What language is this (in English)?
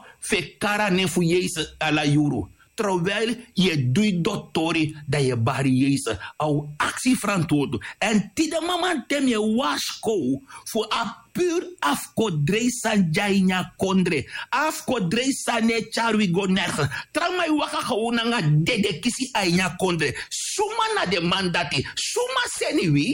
Sranan Tongo